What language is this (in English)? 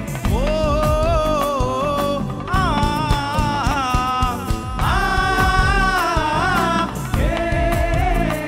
Malayalam